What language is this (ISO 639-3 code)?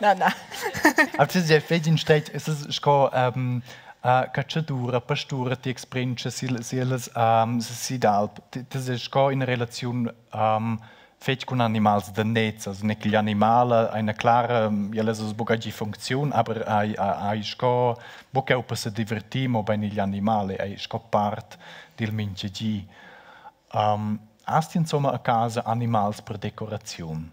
roh